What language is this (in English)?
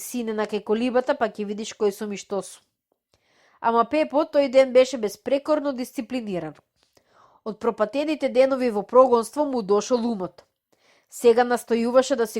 Macedonian